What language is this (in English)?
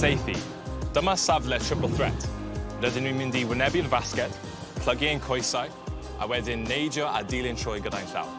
Welsh